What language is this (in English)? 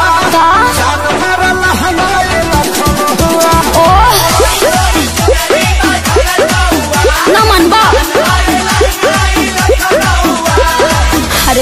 Bhojpuri